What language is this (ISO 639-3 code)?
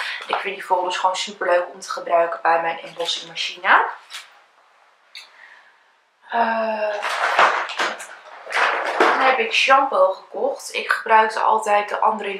nld